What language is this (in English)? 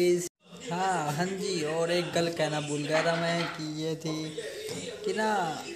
Hindi